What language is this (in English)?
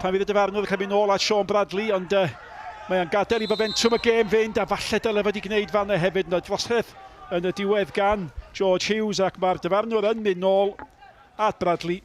Welsh